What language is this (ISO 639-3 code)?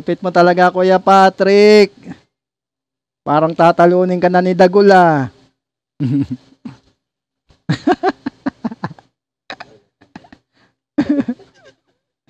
fil